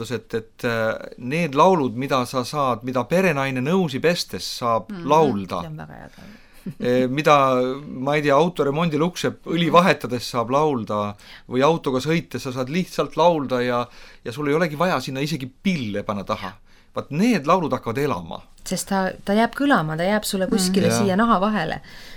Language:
Estonian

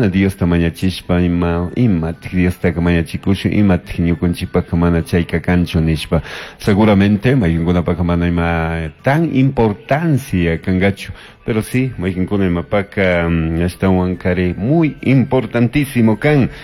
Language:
Chimborazo Highland Quichua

